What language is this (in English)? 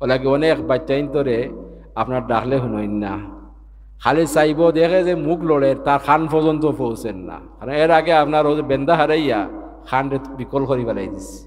Sylheti